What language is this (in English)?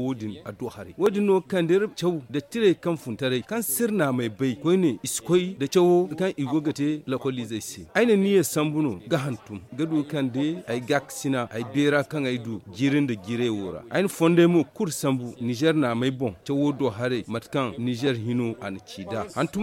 Zarma